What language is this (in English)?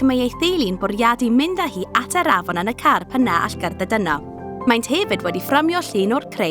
Welsh